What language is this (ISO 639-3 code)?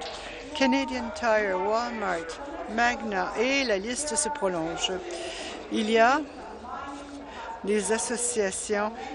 fra